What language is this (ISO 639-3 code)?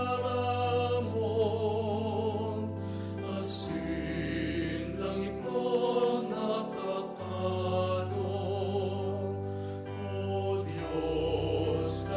bik